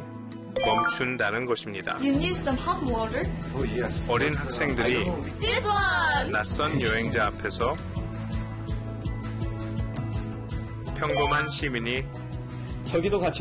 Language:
Korean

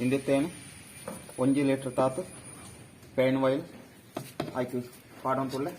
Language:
Tulu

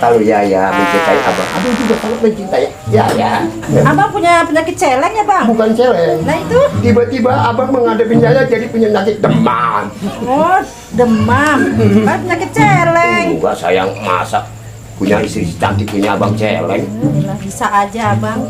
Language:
Betawi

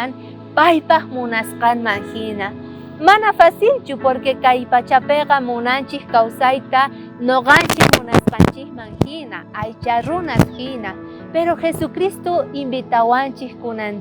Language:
South Bolivian Quechua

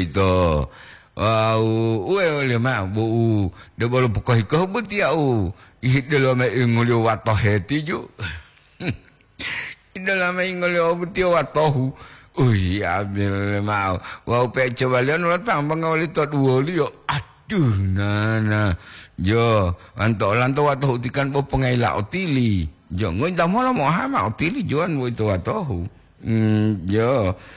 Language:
Gorontalo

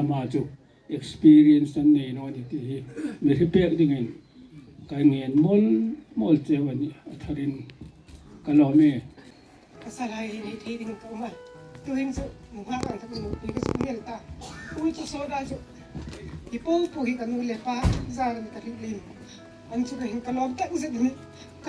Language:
Hmar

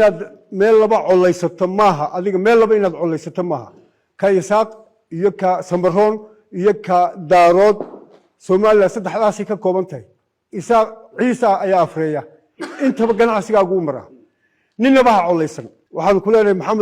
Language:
Somali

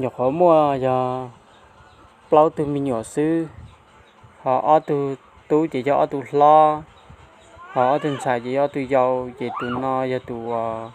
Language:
Hmong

